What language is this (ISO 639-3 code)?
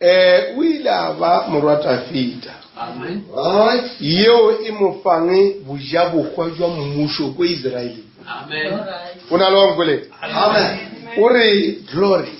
nso